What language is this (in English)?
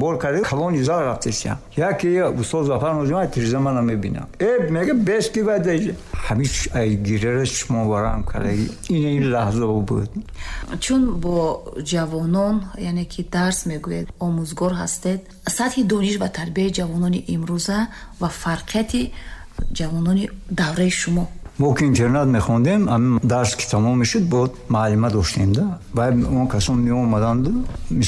Tajik